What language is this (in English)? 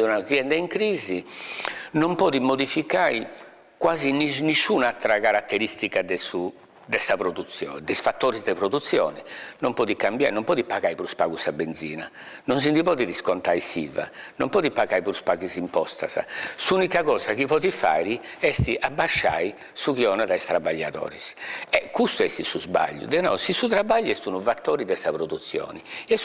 Sardinian